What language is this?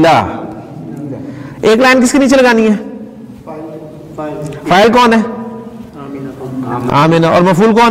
Urdu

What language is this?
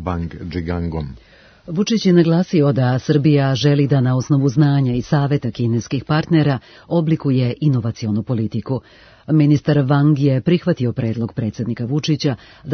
Serbian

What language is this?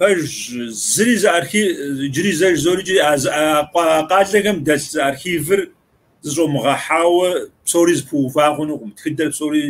Kabardian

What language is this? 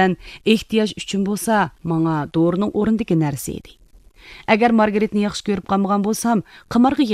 Uyghur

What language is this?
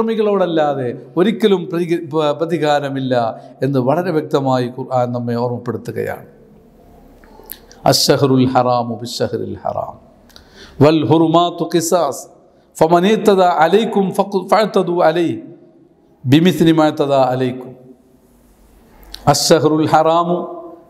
Malayalam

